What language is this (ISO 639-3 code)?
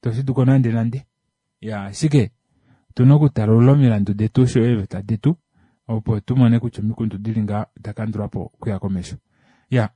kua